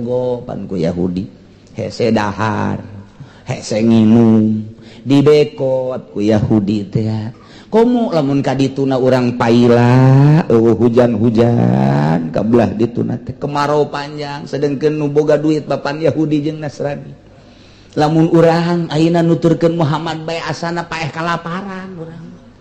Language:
Sundanese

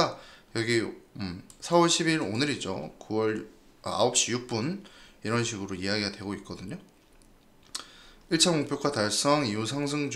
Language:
Korean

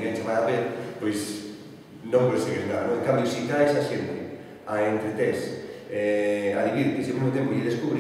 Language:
Galician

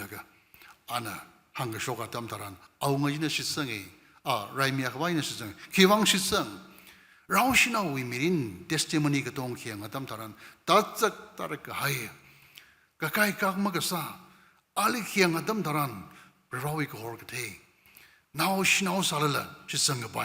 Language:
Tangkhul Naga (India)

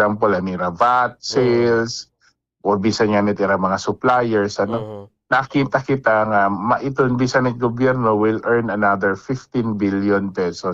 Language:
Waray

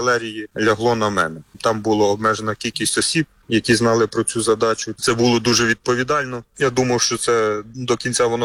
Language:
Ukrainian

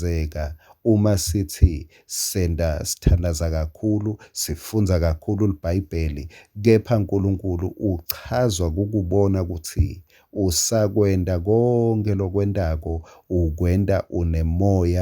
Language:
Swati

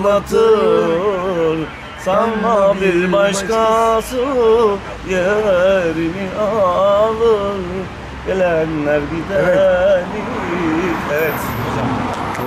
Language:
Turkish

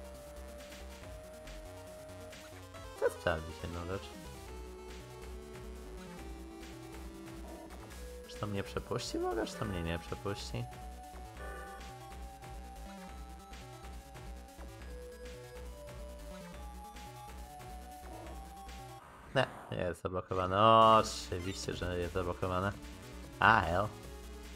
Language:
Polish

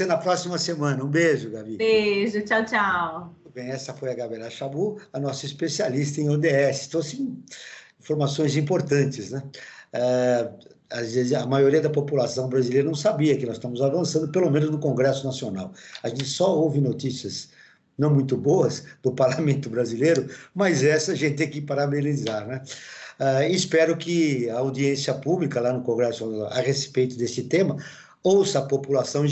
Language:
Portuguese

